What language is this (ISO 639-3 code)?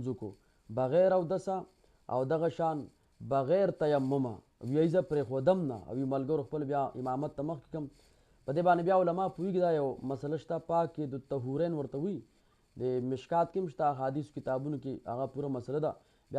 pus